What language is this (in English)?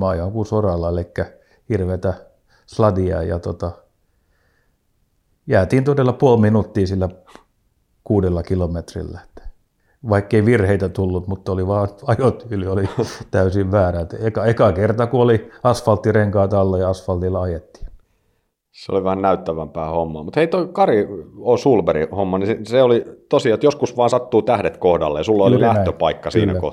Finnish